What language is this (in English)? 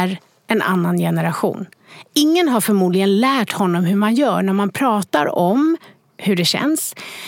Swedish